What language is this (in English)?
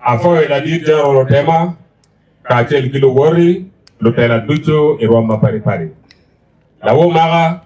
Acoli